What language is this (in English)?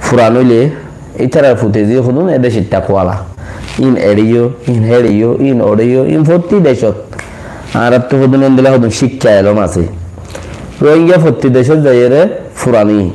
Rohingya